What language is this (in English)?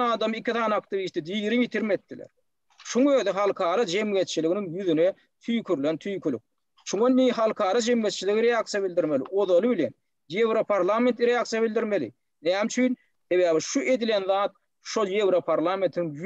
Turkmen